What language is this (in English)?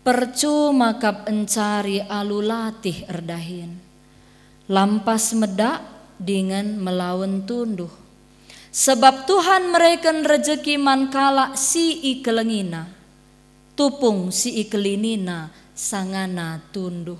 Batak Karo